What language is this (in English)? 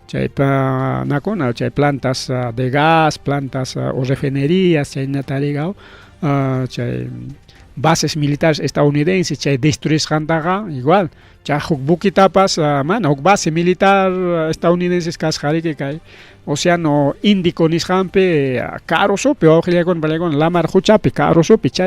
Ayacucho Quechua